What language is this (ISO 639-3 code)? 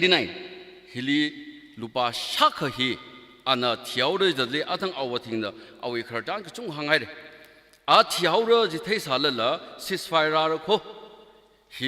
nmf